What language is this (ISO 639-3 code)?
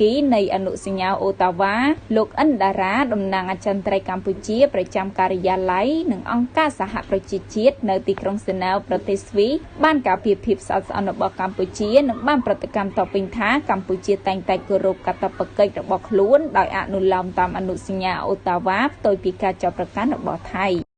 khm